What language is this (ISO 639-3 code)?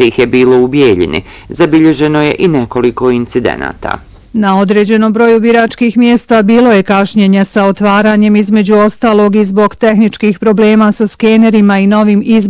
bos